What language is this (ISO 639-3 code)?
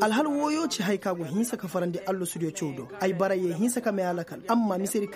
ses